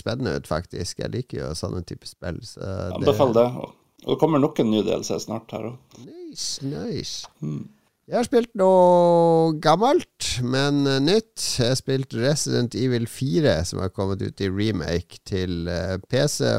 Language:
Norwegian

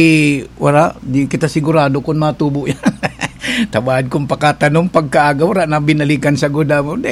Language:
Bikol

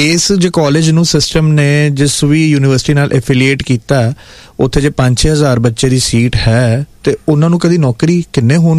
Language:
Punjabi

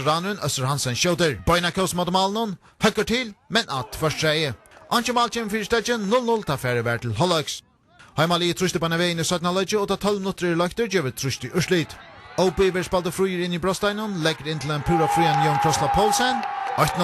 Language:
Faroese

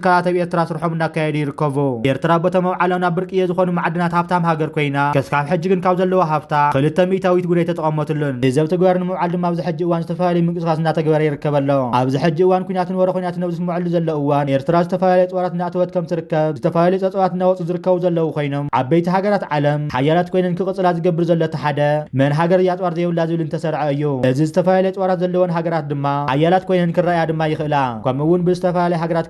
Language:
Tigrinya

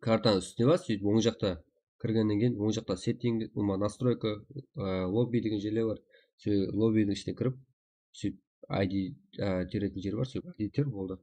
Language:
Kara-Kalpak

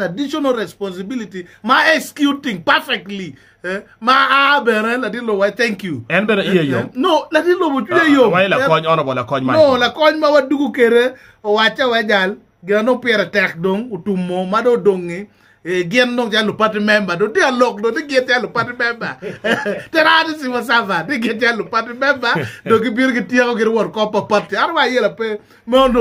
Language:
Acoli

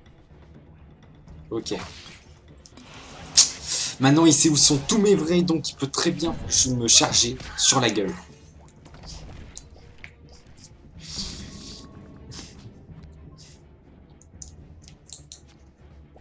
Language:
French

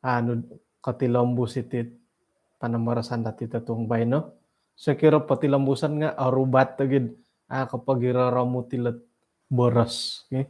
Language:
Central Dusun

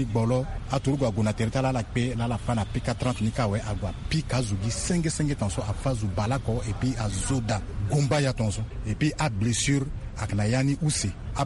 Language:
Sango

